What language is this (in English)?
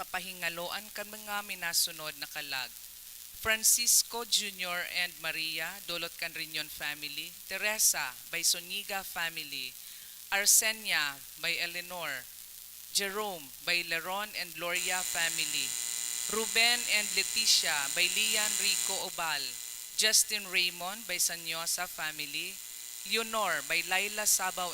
Bikol